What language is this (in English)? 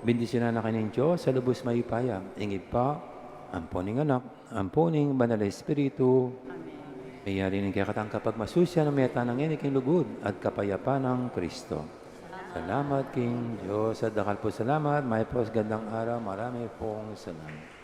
Pampanga